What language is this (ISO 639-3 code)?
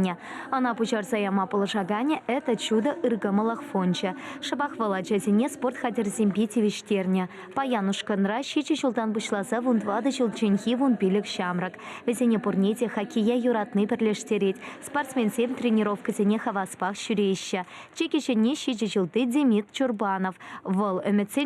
chv